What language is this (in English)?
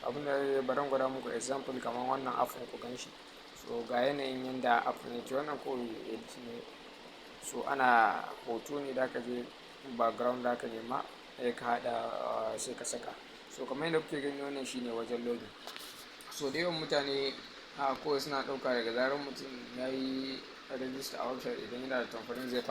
Hausa